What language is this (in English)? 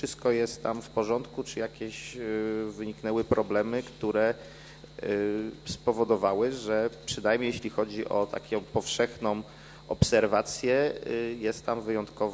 Polish